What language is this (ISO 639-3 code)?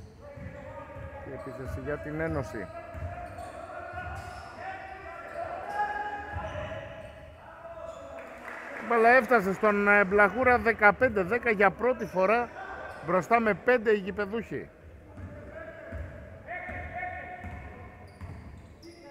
ell